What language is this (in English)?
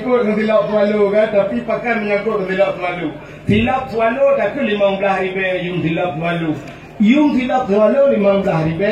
Achinese